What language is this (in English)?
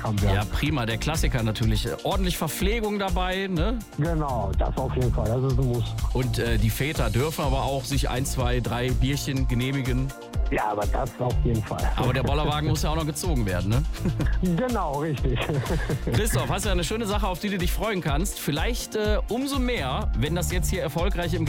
German